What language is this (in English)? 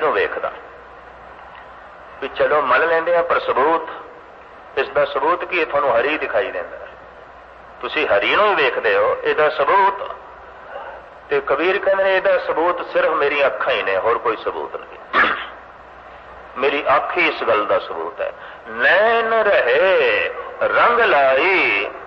Punjabi